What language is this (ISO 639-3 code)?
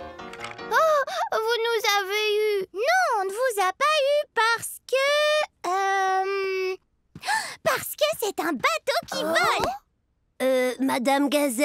fra